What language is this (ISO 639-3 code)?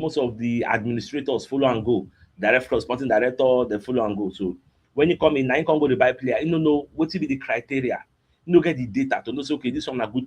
pcm